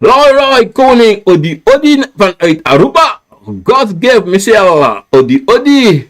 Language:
Sranan Tongo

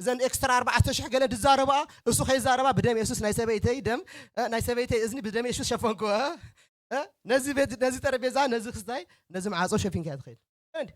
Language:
Tigrinya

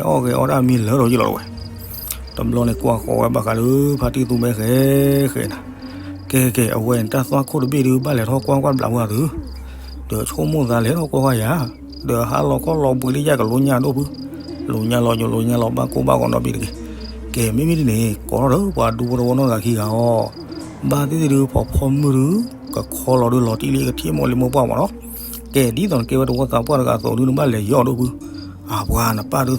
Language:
S'gaw Karen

